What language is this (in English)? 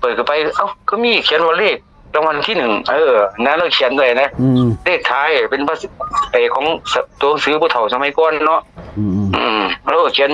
Northeastern Thai